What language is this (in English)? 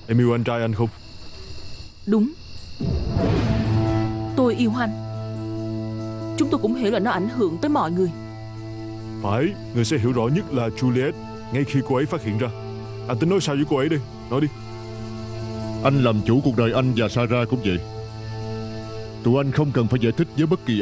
Vietnamese